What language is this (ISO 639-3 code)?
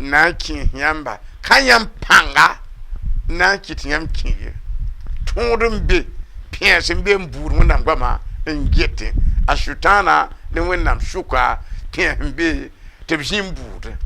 mos